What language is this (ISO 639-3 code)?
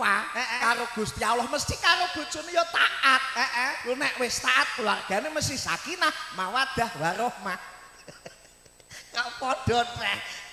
jav